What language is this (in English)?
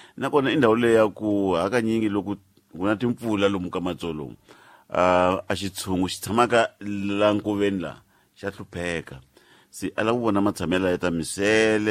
Tsonga